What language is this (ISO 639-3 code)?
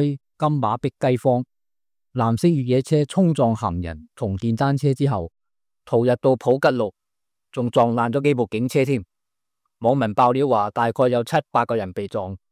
yue